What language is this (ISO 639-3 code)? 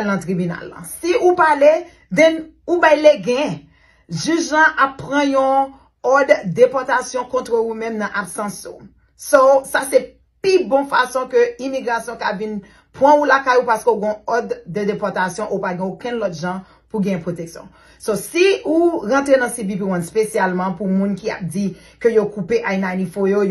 hat